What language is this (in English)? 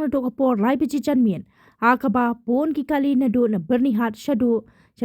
Khasi